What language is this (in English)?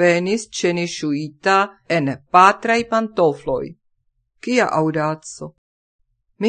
Esperanto